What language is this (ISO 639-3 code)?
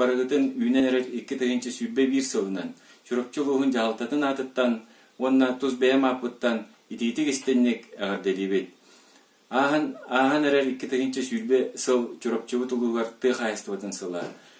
sah